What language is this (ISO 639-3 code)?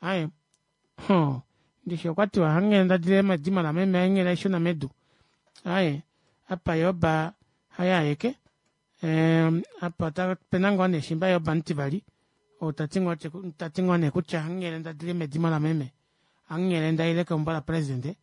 kua